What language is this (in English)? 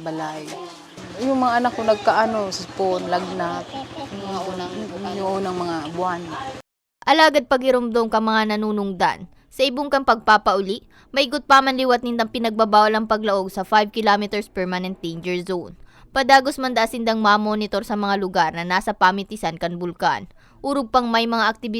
Bikol